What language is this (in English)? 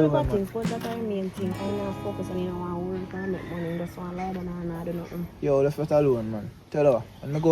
Jamaican Creole English